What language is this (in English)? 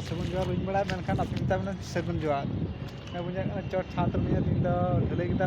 Santali